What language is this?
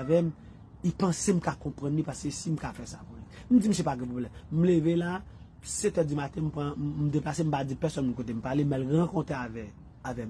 Haitian Creole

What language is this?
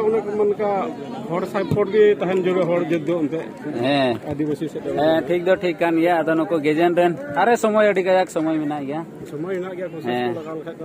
Santali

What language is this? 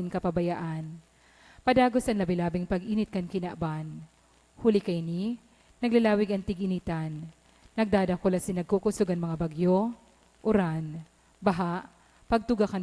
Bikol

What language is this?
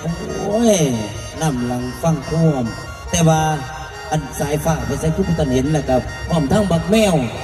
Northeastern Thai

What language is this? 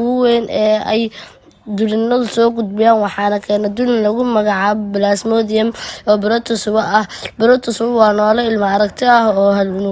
Somali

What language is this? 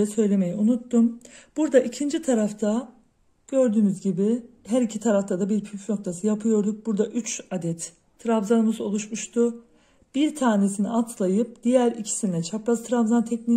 Turkish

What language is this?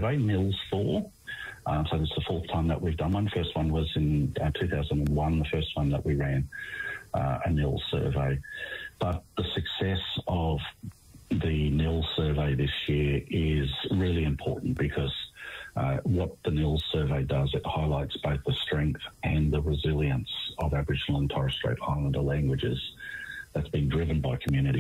English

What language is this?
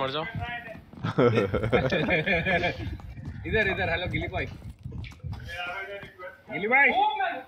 Hindi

